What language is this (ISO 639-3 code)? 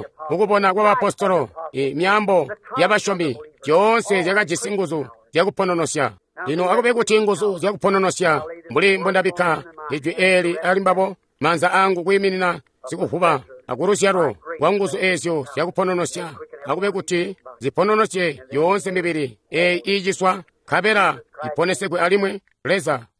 toi